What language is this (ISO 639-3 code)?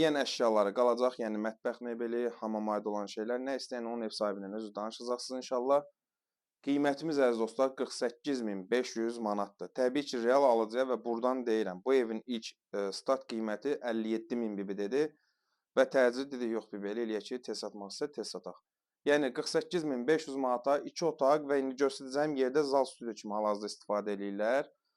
aze